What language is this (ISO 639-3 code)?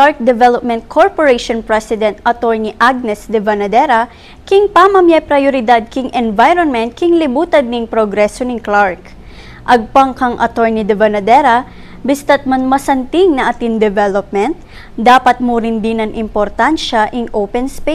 pam